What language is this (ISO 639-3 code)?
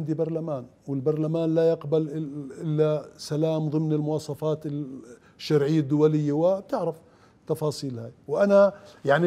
acm